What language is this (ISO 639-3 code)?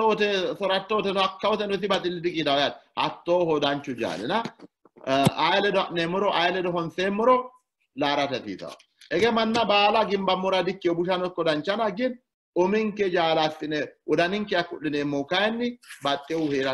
sid